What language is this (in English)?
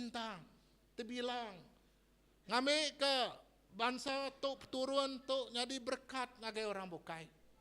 Iban